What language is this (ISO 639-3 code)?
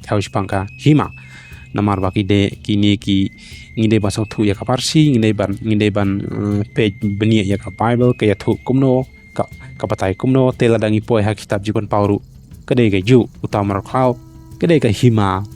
kha